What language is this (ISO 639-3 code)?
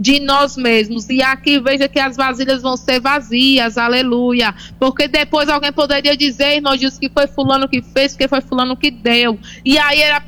por